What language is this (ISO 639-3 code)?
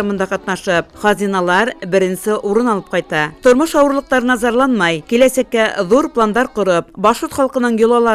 bak